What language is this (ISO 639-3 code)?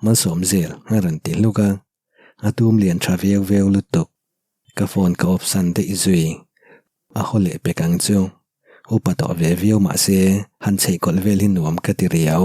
lus